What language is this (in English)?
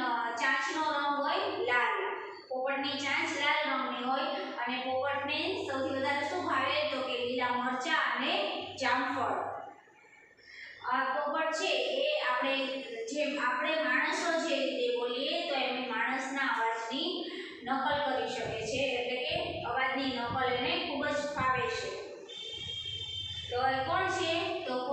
Gujarati